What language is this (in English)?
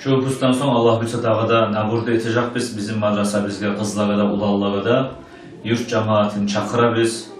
Kumyk